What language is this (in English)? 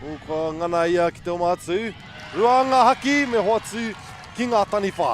Māori